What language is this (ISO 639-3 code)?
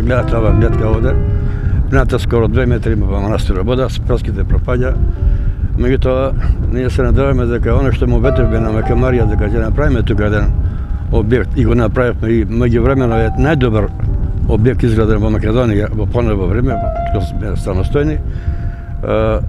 mkd